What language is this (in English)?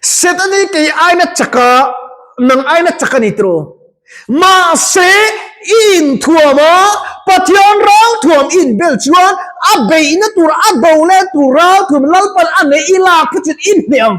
Mizo